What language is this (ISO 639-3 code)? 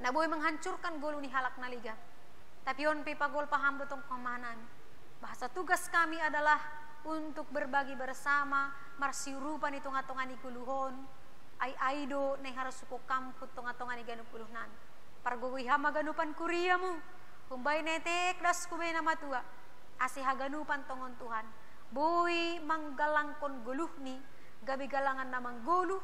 bts